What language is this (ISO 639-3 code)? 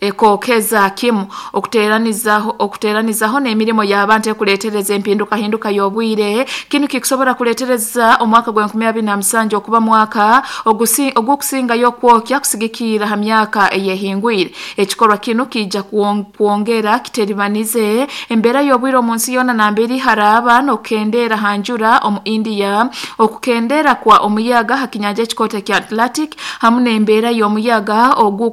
nyn